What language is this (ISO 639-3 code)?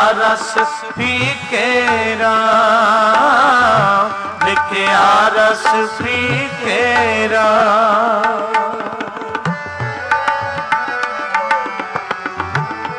pan